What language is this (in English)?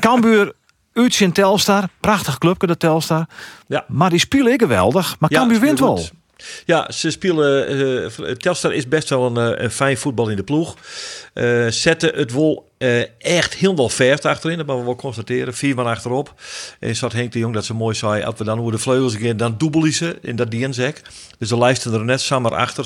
Western Frisian